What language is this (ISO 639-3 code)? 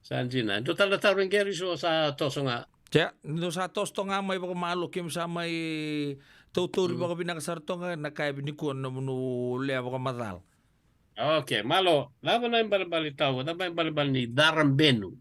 fij